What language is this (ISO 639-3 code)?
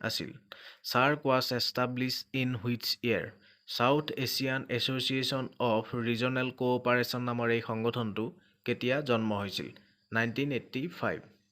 asm